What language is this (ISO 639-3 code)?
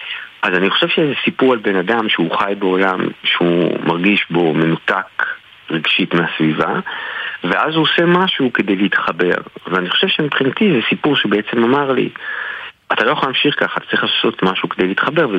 heb